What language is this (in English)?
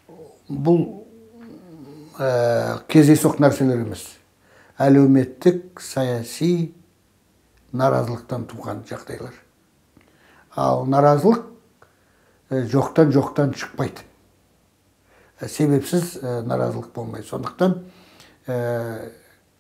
Kazakh